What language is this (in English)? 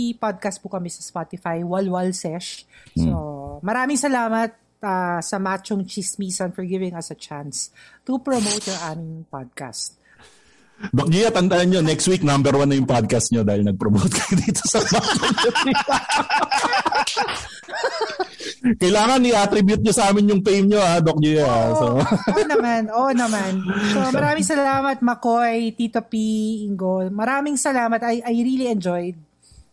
Filipino